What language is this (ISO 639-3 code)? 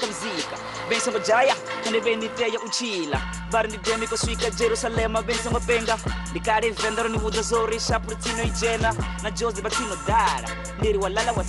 ven